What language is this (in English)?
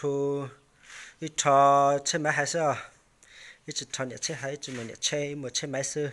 Hmong